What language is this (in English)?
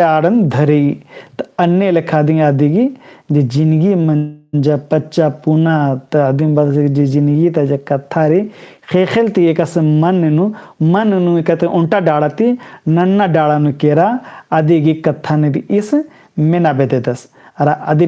Kurukh